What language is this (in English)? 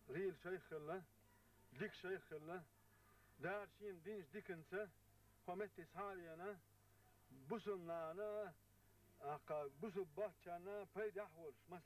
Chechen